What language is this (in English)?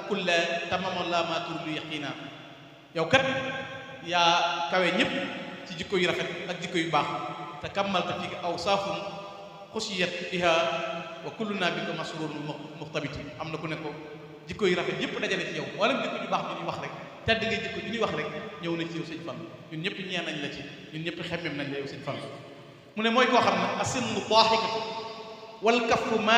Wolof